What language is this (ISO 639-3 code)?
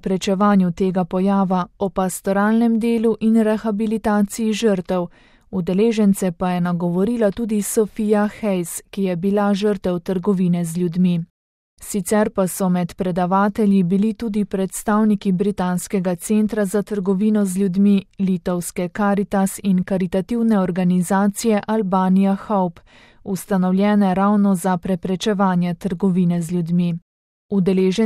slv